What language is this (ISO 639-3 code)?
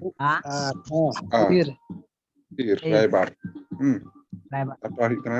sat